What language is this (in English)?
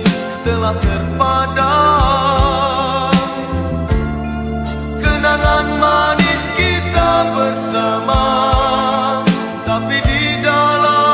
Malay